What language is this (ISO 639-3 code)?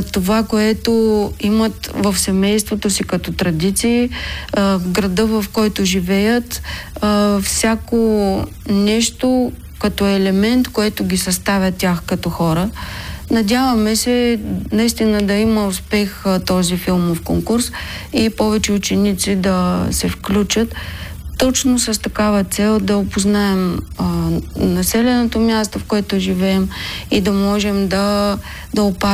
bul